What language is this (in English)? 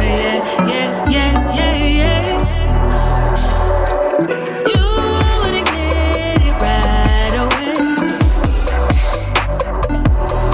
English